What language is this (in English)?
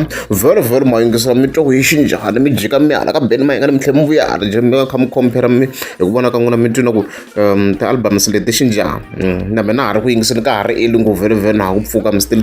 Tsonga